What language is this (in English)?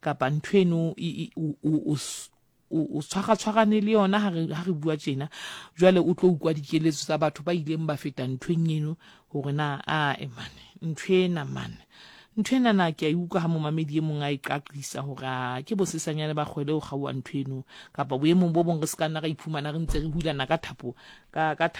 Southern Sotho